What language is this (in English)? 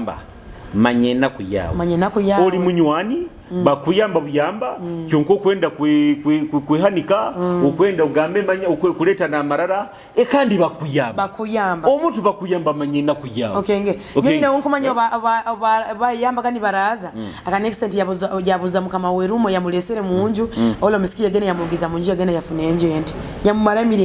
Nyoro